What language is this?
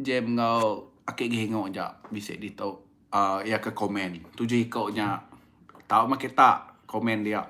Iban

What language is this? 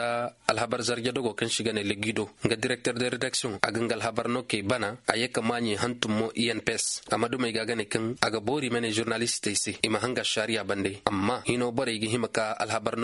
Koyraboro Senni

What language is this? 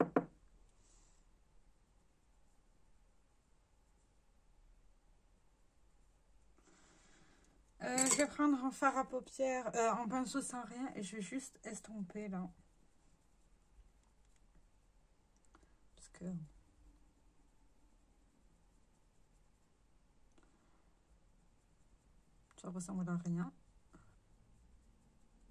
French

